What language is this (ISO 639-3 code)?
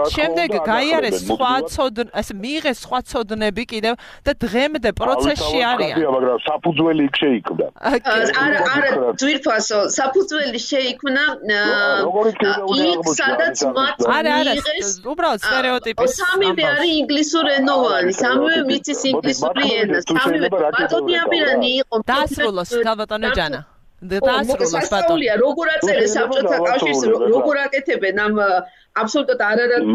kat